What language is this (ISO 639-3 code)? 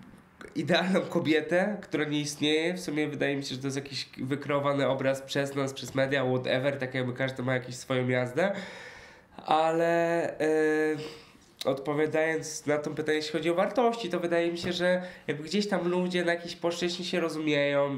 pol